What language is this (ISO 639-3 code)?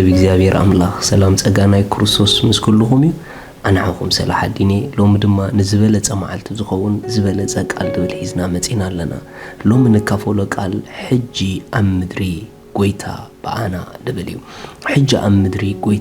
tir